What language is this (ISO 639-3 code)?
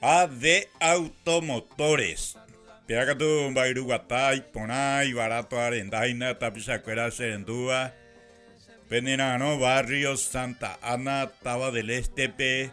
grn